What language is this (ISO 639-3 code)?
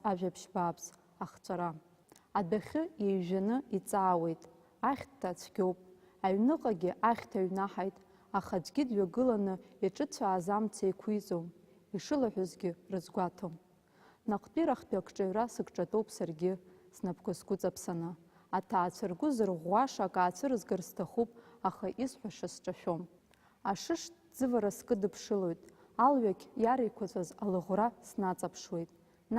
abk